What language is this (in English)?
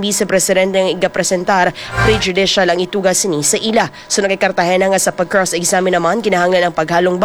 Hiligaynon